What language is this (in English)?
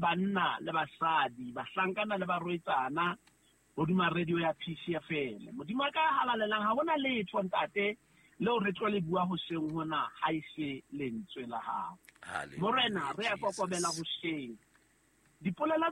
Southern Sotho